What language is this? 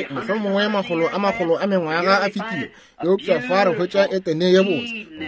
Northern Sotho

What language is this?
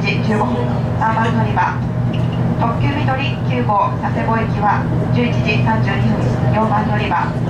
Japanese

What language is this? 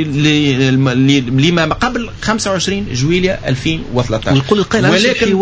Tunisian Arabic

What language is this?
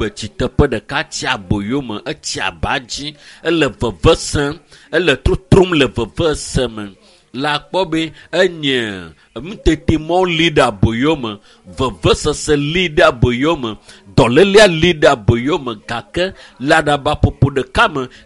Ewe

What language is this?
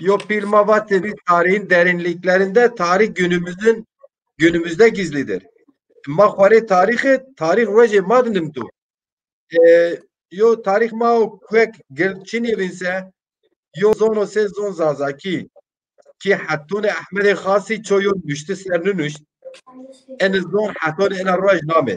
Zaza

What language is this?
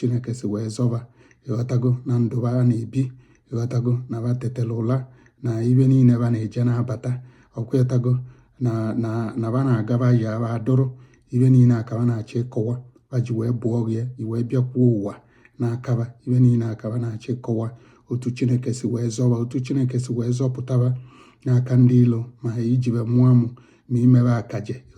Igbo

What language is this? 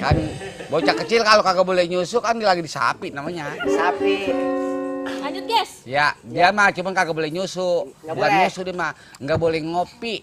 Betawi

